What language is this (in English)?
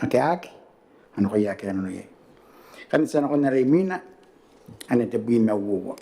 Gilbertese